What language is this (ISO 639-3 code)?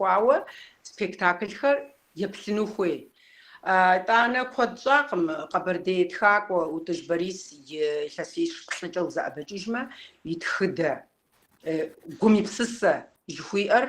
kbd